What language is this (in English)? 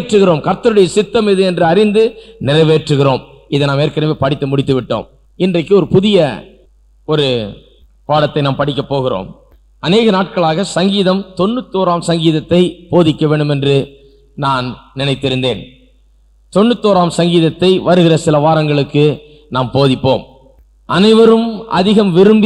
Tamil